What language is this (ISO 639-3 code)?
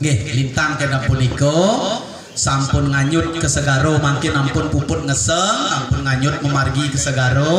ban